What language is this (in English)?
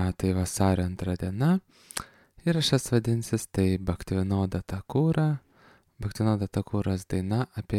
Lithuanian